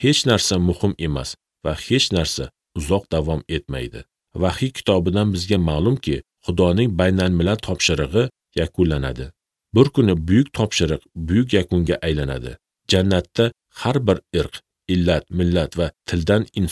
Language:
Uzbek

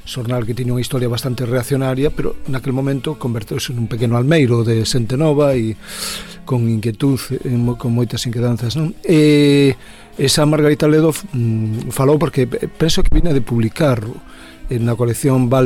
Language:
Galician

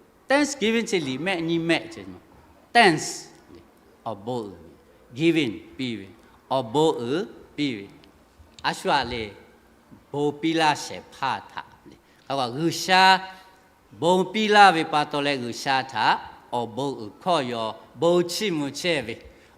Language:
Lahu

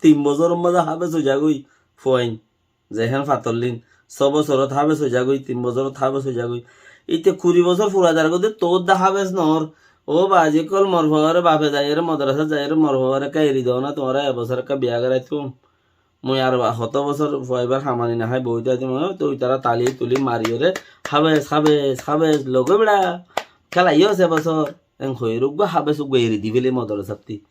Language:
Rohingya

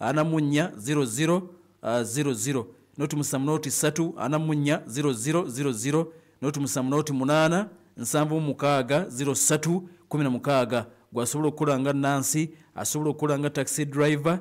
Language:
Ganda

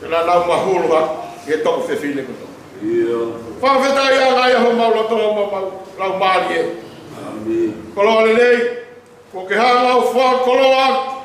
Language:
Tongan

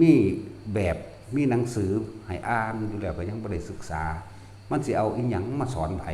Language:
Northeastern Thai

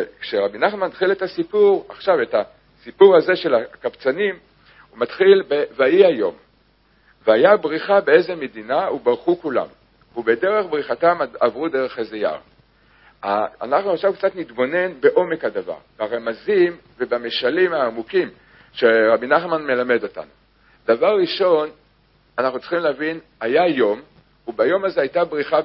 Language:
Hebrew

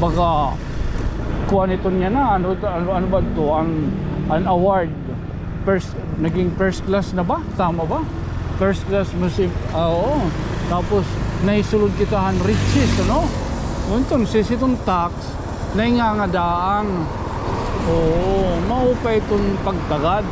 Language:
Waray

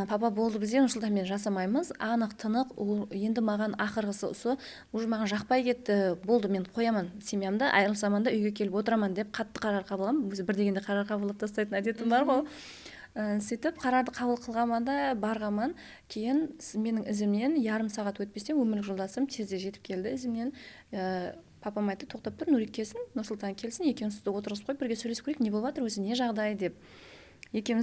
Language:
Kara-Kalpak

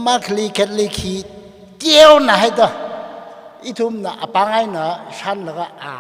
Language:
Tangkhul Naga (India)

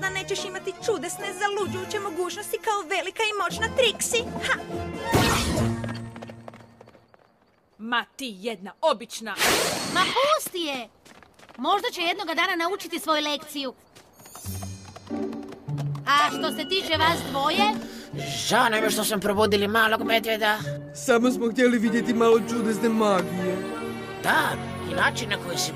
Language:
Croatian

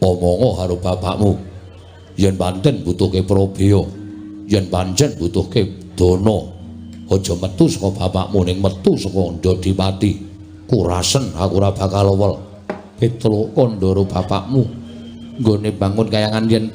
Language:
Javanese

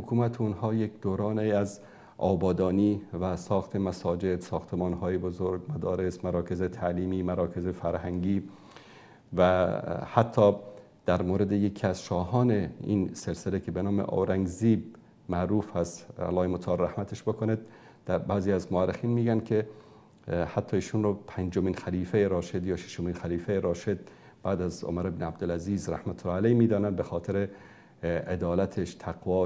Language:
Persian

